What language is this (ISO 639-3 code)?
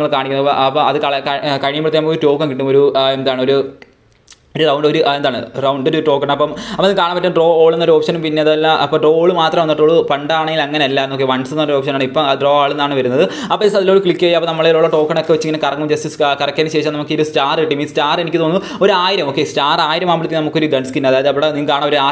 mal